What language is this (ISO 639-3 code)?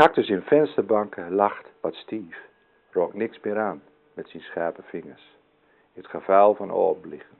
gos